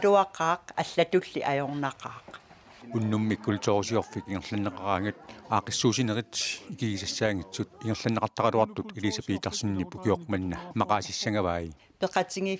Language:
Kalaallisut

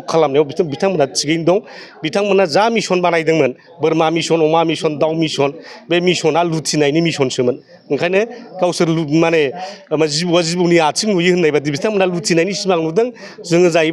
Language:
Bodo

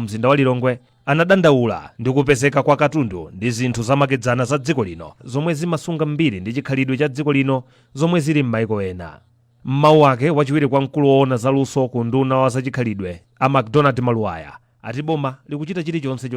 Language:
Nyanja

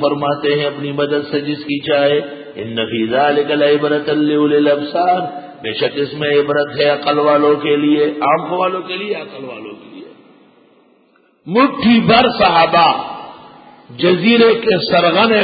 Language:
Urdu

